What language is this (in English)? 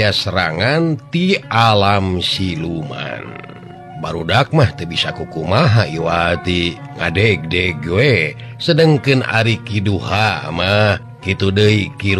Sundanese